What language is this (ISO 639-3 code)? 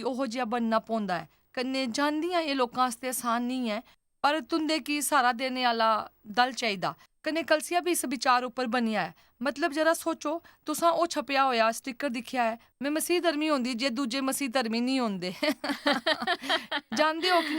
doi